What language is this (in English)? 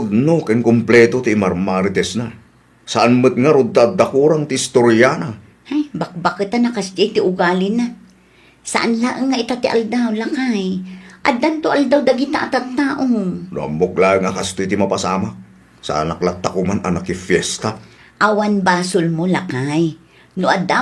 Iloko